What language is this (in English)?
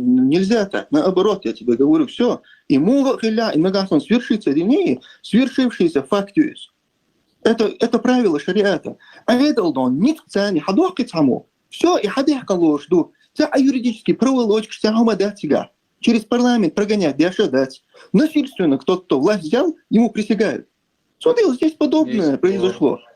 Chechen